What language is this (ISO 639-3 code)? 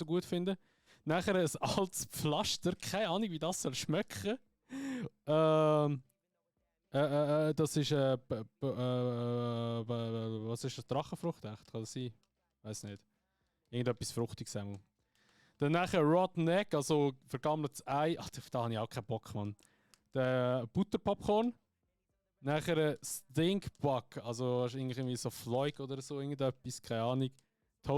gsw